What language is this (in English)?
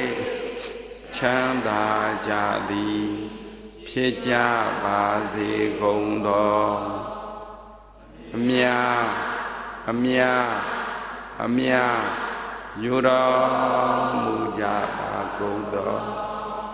Burmese